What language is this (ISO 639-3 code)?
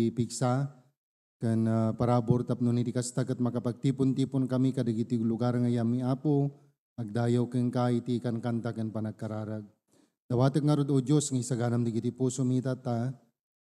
ilo